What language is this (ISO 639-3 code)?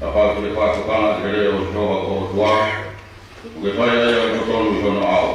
ton